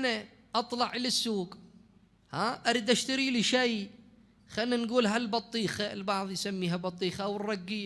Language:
Mesopotamian Arabic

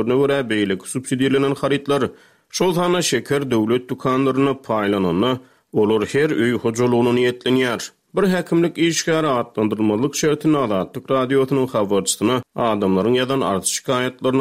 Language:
Turkmen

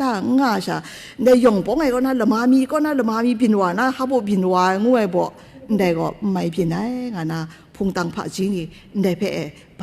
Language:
Kachin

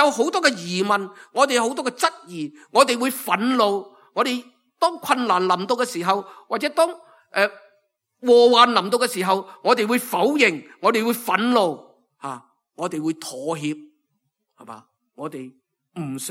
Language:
Cantonese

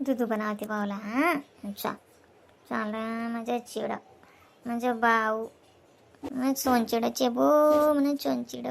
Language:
Khandesi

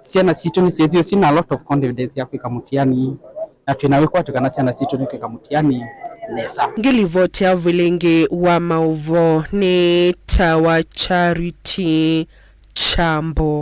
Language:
Kamba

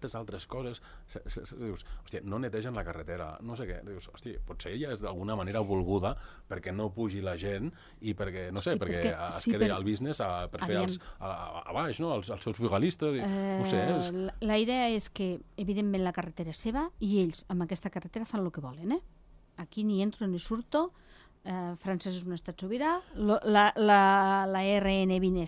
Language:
Catalan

